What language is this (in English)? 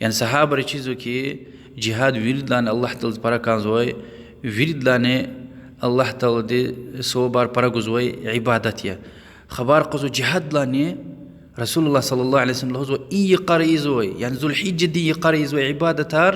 Lezghian